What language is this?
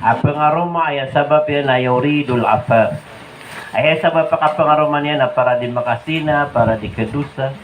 Maranao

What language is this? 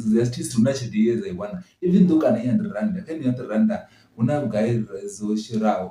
Venda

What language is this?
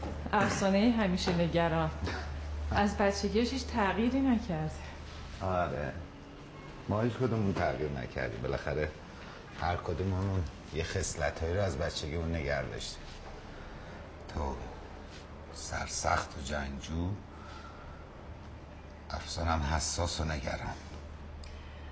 Persian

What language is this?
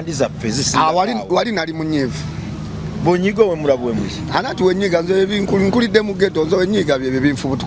Ganda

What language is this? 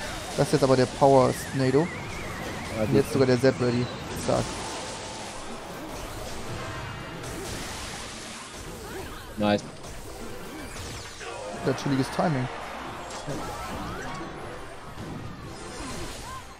German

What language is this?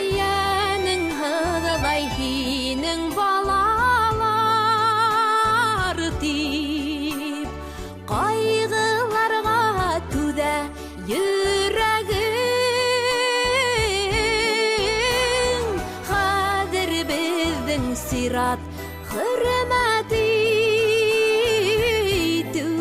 Bashkir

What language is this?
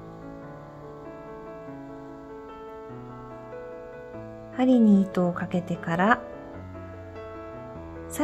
Japanese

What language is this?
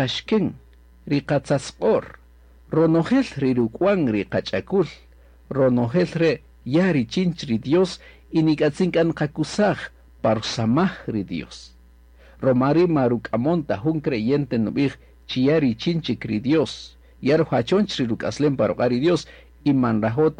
Kaqchikel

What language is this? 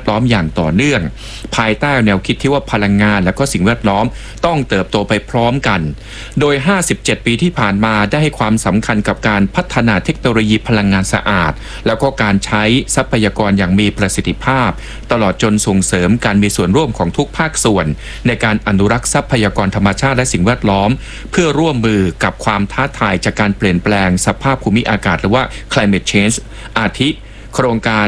Thai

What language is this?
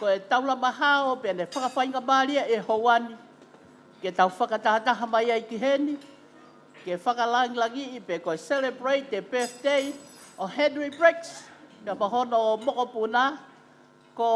Tongan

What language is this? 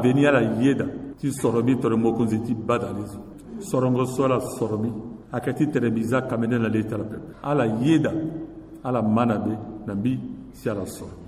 Sango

